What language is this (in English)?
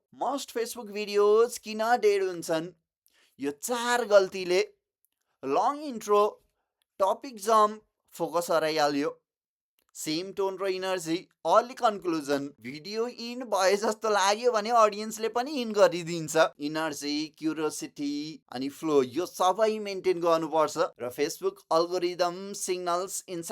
Nepali